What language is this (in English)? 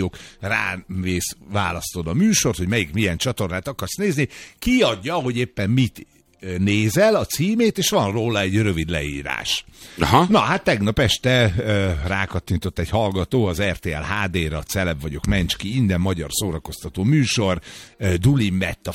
Hungarian